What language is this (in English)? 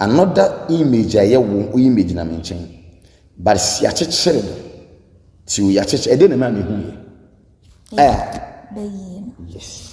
Akan